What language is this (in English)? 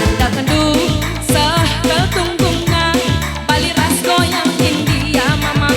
Batak Karo